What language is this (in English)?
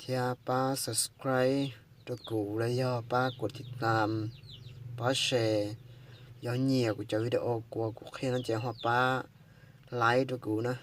Hmong